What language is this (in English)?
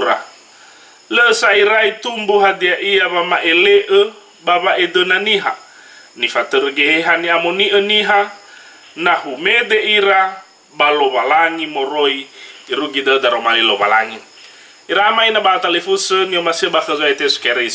Nias